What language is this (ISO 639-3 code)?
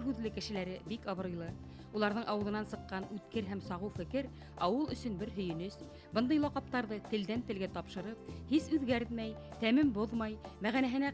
bak